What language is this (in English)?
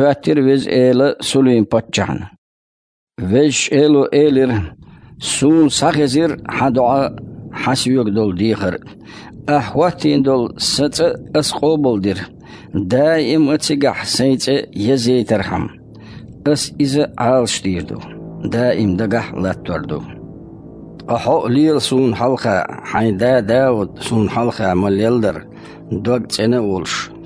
Chechen